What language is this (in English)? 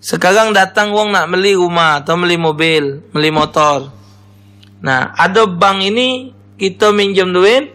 Musi